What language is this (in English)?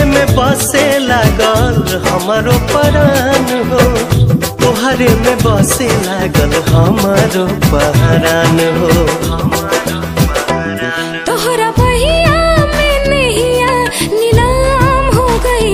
Bhojpuri